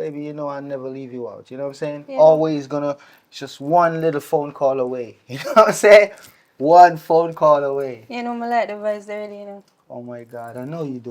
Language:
Jamaican Creole English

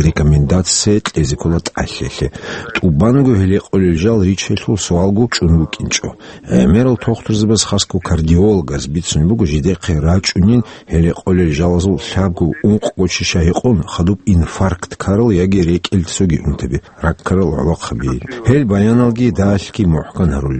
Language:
Avaric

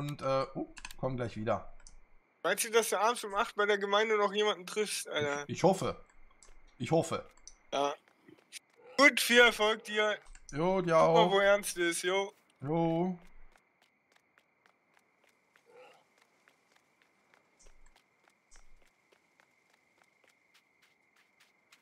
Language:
German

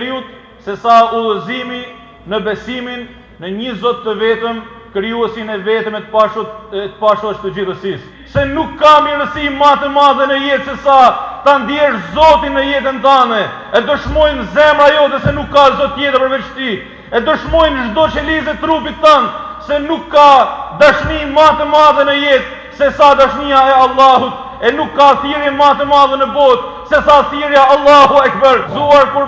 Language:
Albanian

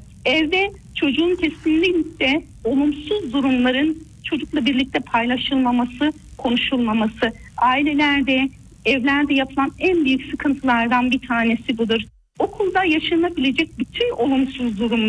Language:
Turkish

